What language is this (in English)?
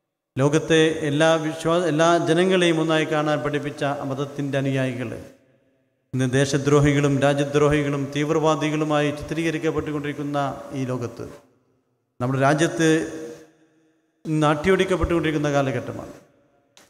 Malayalam